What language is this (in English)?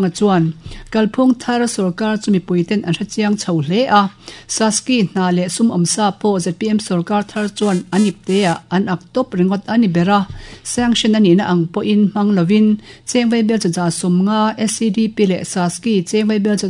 Mizo